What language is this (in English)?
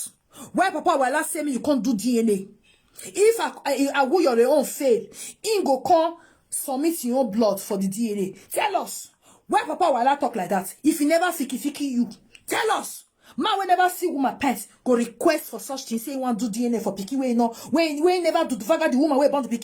Nigerian Pidgin